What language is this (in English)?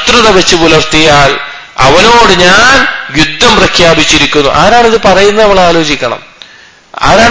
Malayalam